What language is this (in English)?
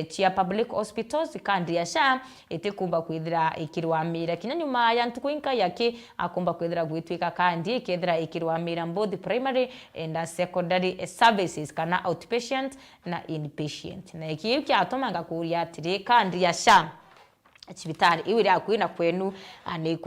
Meru